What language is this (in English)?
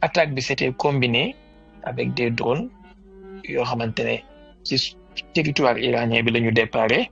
Wolof